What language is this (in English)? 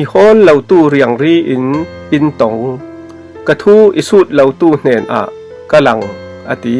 Falam Chin